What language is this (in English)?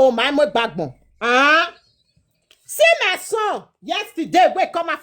Nigerian Pidgin